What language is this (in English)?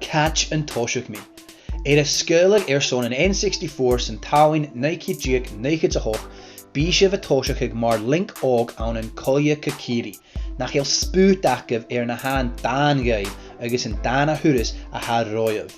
Scottish Gaelic